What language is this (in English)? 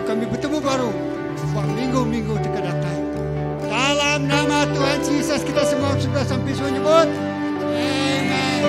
Iban